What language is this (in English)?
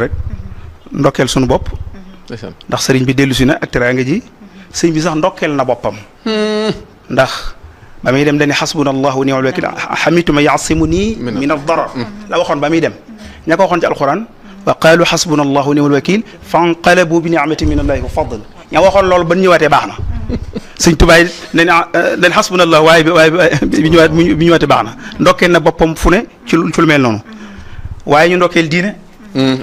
Wolof